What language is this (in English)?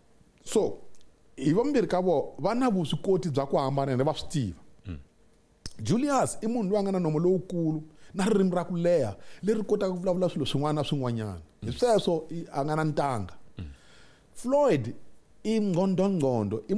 Tsonga